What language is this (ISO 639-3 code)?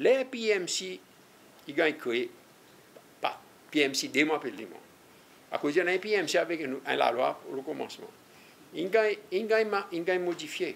crs